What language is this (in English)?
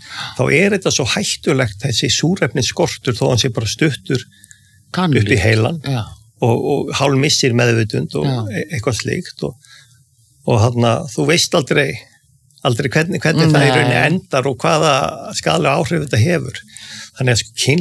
Icelandic